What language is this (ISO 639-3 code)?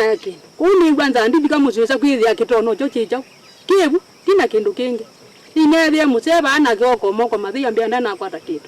kam